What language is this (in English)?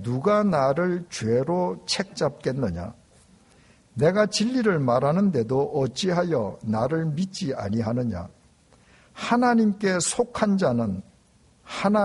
Korean